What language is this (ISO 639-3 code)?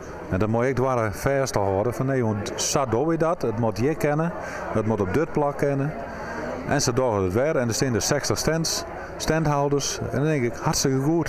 fry